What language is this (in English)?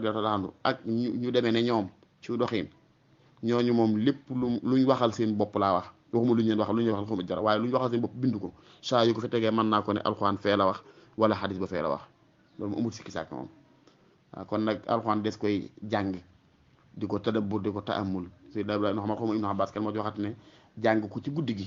Wolof